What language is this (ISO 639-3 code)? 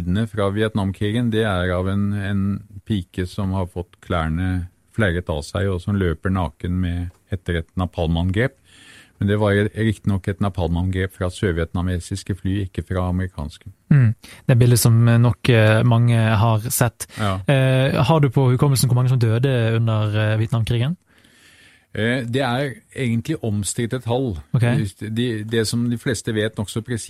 nor